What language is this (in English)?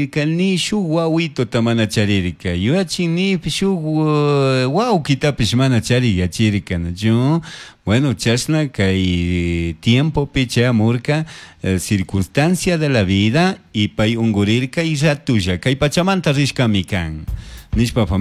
Chimborazo Highland Quichua